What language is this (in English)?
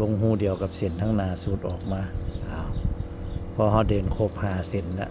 Northeastern Thai